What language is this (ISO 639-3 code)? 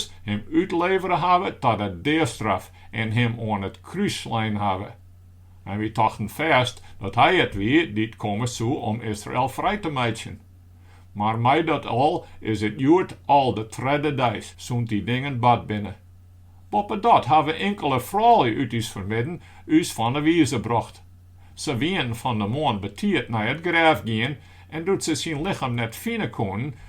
fry